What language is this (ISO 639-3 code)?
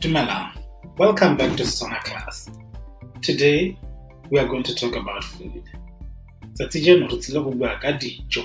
tsn